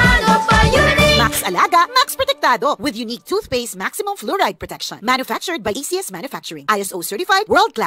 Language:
Bikol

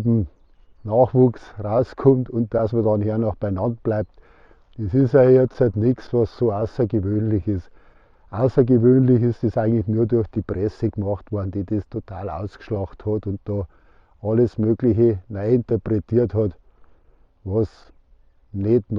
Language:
Bavarian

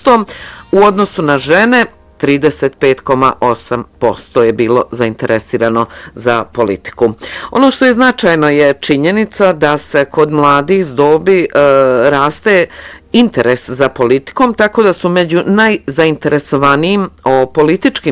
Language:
Bosnian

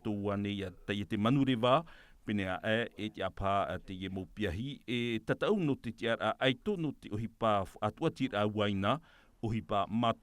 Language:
Tahitian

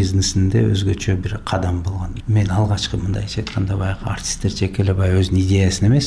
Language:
Kyrgyz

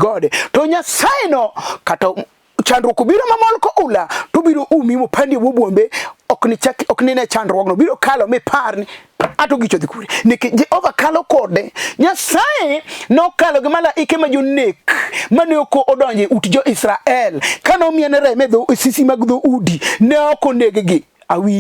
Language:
Luo (Kenya and Tanzania)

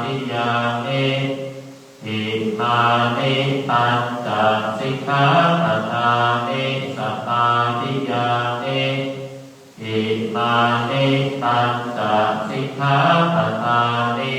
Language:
Pali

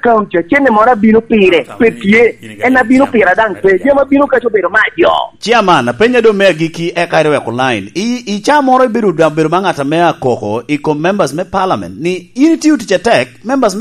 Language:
Lango (Uganda)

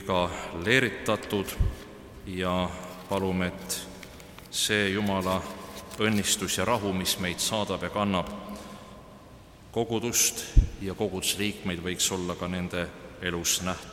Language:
Estonian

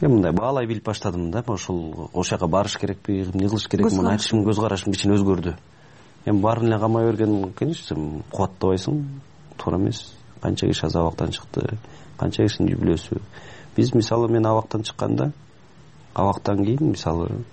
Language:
Kyrgyz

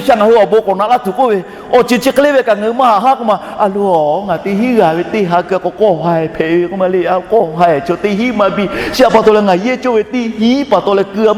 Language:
Lahu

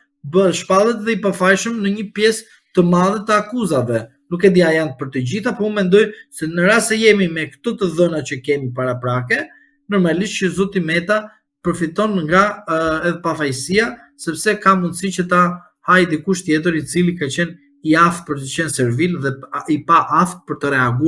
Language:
Albanian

